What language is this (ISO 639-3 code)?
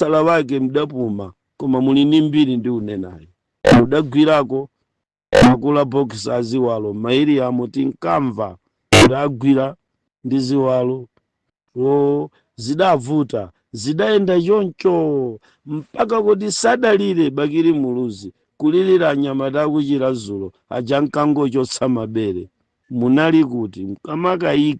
nya